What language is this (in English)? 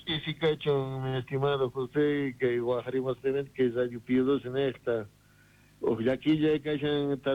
Quechua